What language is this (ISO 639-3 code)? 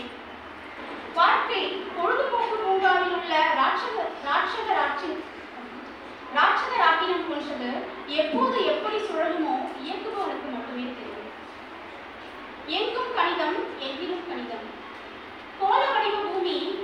tam